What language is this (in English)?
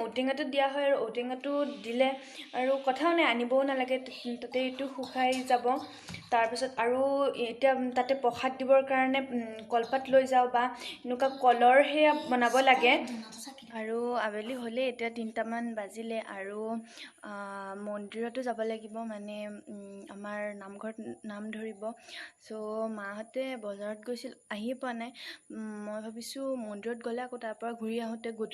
Assamese